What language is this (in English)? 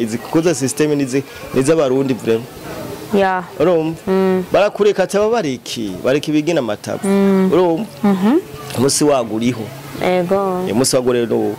Rundi